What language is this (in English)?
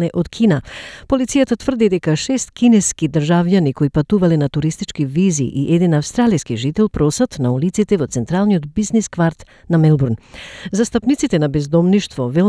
Macedonian